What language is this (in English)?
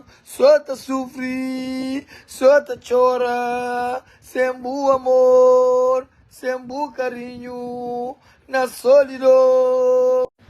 Kabuverdianu